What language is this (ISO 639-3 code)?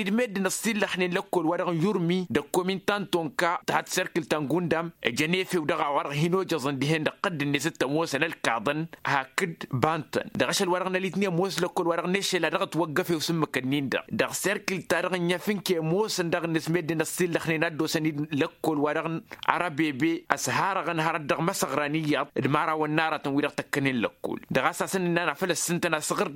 taq